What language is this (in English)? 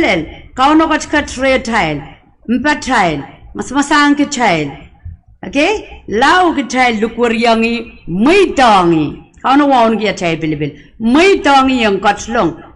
Pohnpeian